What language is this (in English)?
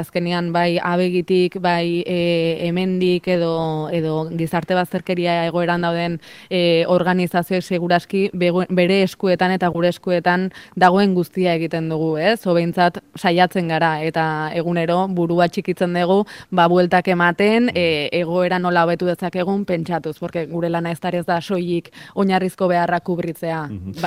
Basque